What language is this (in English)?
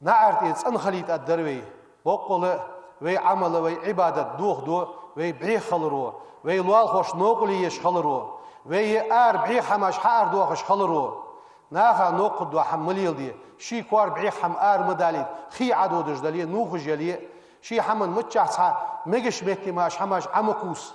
Ingush